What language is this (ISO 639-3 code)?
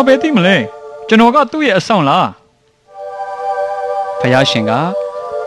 mya